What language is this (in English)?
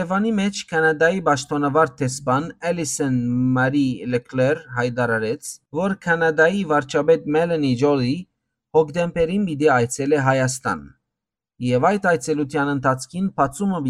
Western Armenian